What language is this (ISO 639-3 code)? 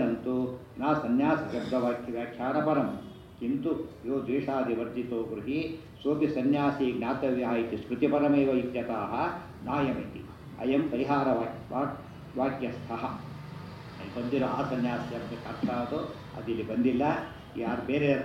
kan